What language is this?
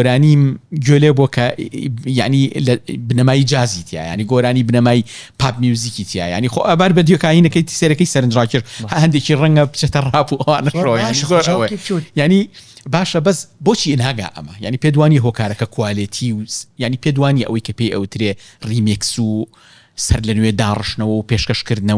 Central Kurdish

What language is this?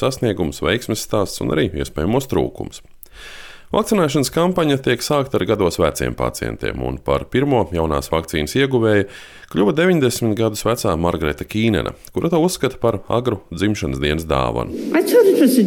Latvian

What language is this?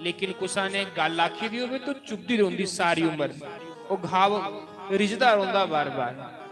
Dogri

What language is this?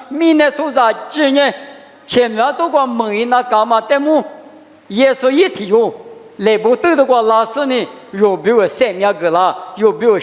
Lisu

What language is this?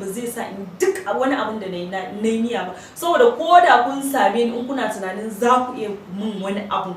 Hausa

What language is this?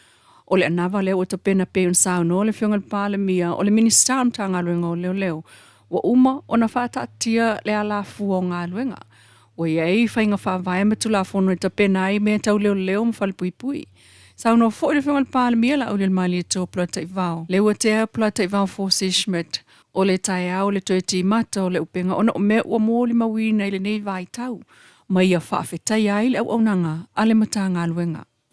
Samoan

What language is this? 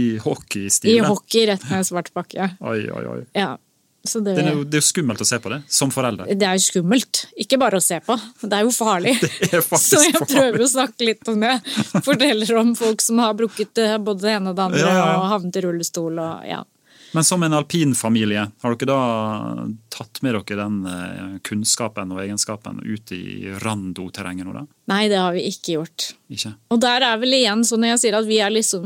Norwegian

